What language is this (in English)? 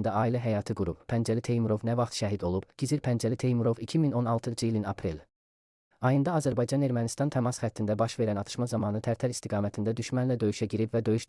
Azerbaijani